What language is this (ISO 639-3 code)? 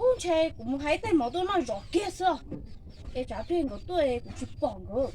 hmn